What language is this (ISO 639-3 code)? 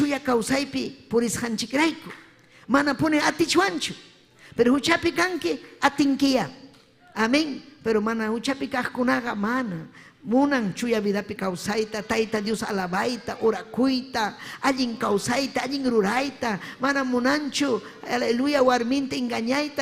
quy